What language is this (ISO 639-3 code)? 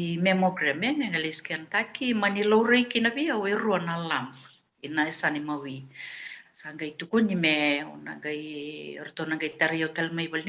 fij